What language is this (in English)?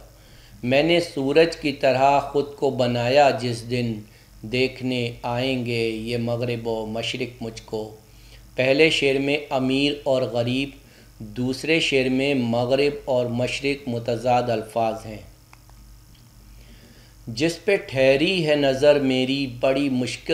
Urdu